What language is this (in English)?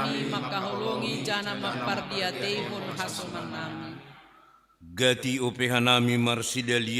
Batak Simalungun